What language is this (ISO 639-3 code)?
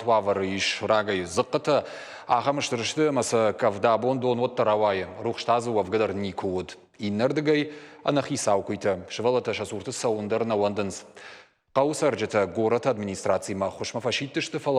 oss